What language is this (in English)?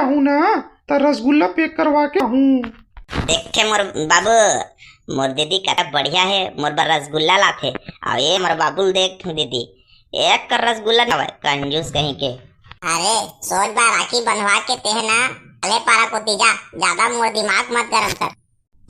Chhattisgarhi